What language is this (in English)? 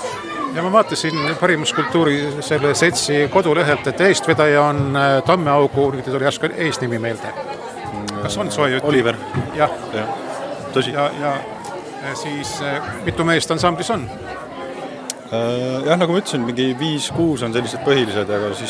Estonian